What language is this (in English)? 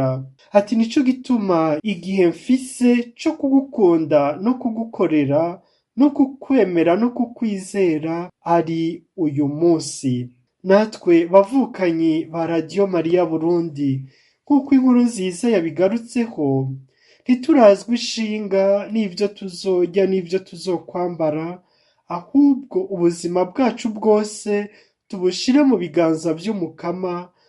Rundi